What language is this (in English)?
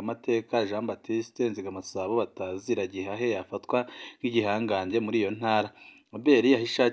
Rundi